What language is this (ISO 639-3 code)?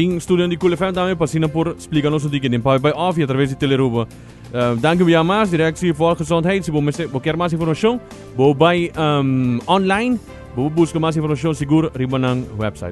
pap